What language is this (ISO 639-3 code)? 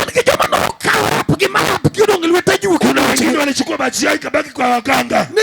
luo